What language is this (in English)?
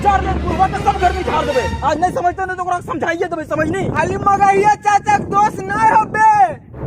Magahi